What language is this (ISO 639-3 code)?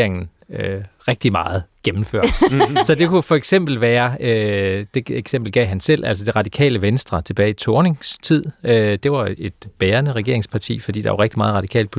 dan